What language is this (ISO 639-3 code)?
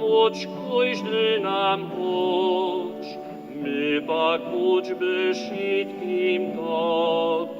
hsb